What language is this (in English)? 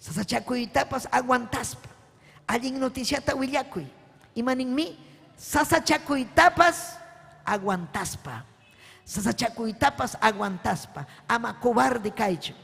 Ayacucho Quechua